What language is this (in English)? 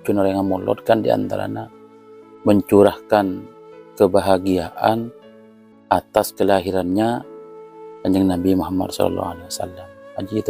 Madurese